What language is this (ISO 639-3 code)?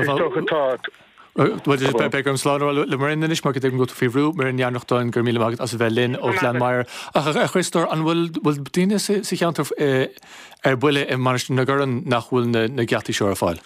gle